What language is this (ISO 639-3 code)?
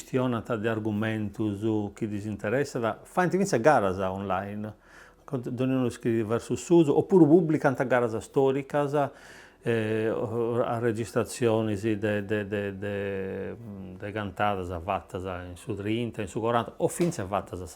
srd